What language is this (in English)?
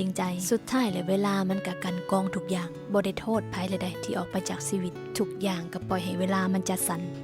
Lao